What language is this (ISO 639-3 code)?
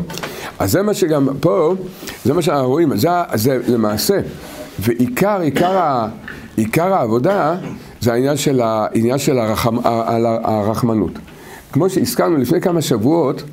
heb